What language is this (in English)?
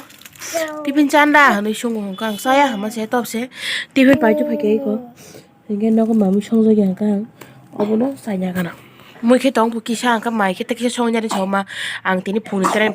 Kok Borok